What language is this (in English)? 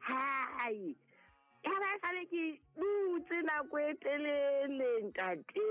Southern Sotho